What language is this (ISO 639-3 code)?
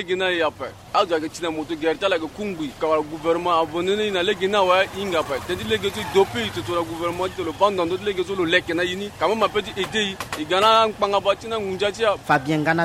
sag